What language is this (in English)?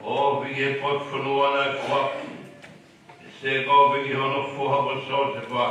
Tongan